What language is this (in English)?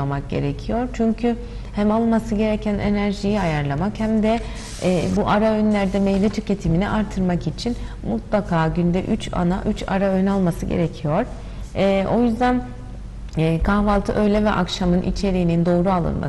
Turkish